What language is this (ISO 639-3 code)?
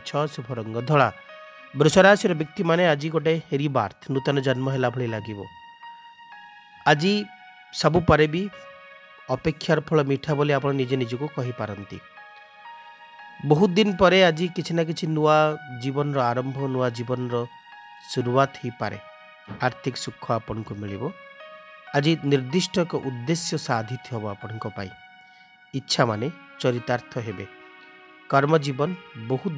ori